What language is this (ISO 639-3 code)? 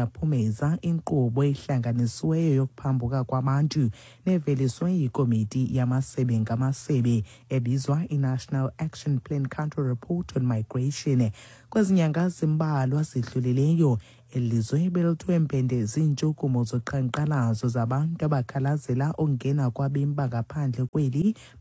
xho